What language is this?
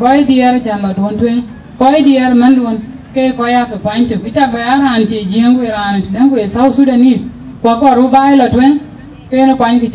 Dinka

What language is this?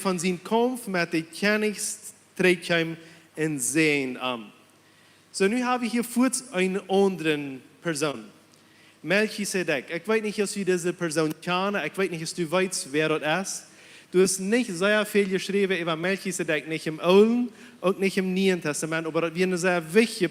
Plautdietsch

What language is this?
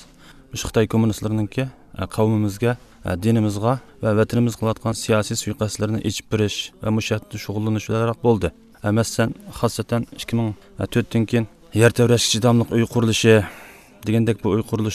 Uyghur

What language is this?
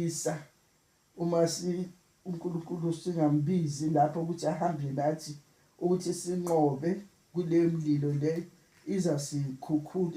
Zulu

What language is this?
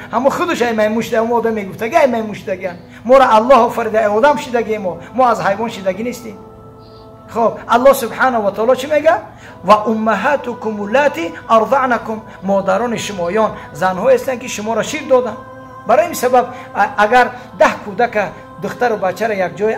Tajik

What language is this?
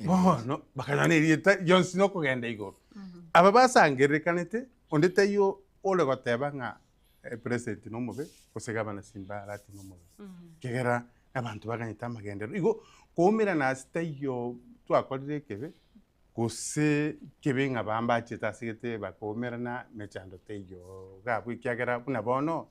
Gusii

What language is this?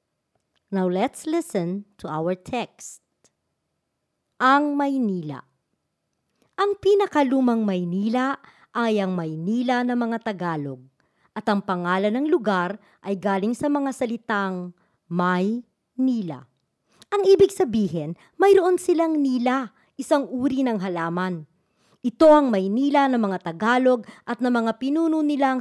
Filipino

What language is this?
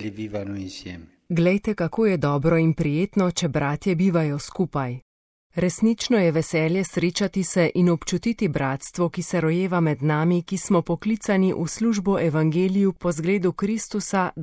Slovenian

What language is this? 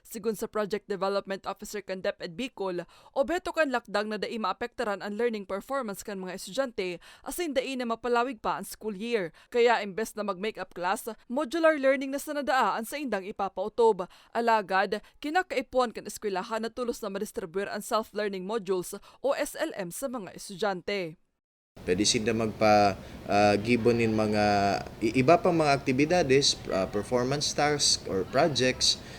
Bikol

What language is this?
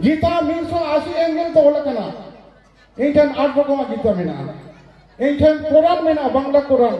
Santali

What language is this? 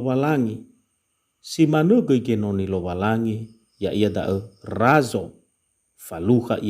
Nias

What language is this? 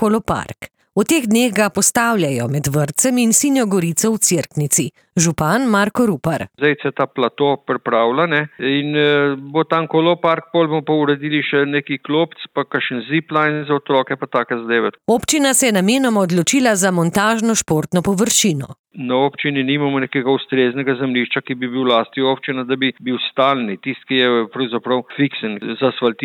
Slovenian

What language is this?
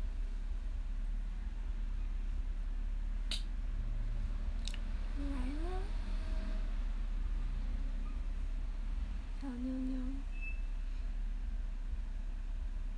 Chinese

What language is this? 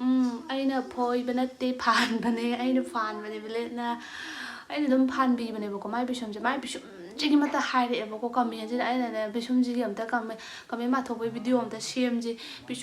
Manipuri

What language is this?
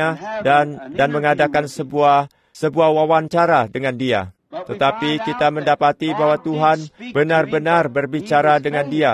Indonesian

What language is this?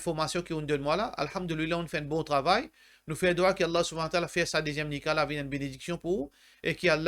Morisyen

